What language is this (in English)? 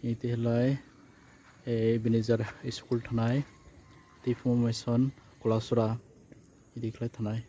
Kok Borok